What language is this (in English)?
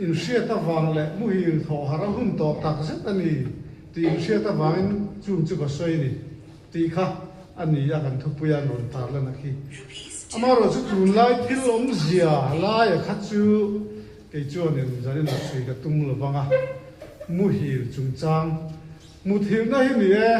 Mizo